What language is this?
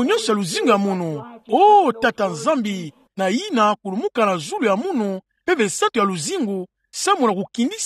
Kituba (Democratic Republic of Congo)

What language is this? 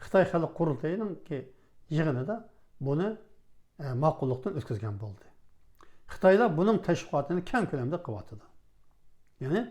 Uyghur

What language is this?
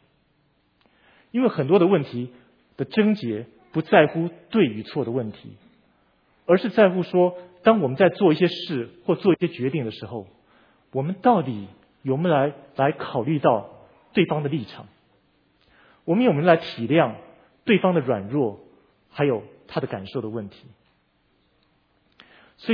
Chinese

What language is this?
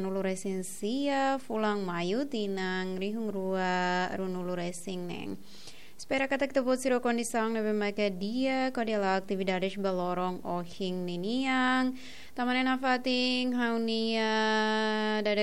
Tetum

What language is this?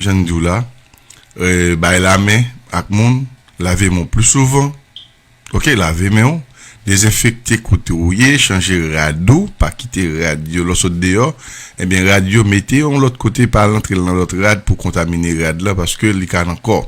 Haitian Creole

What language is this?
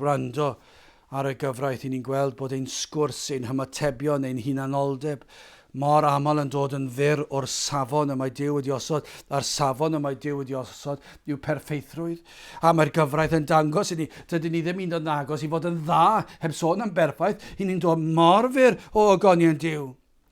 Welsh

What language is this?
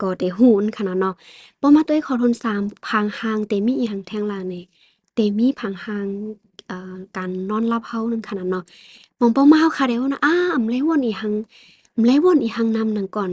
Shan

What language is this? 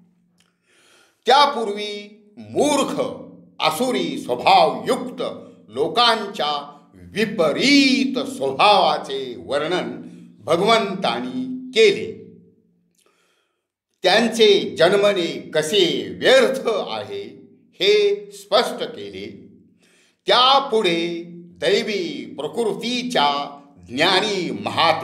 Marathi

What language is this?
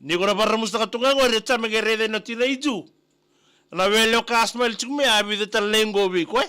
Fijian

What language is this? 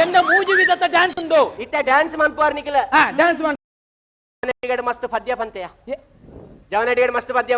Tulu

